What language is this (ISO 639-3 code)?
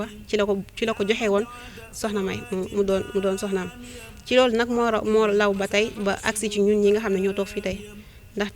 wol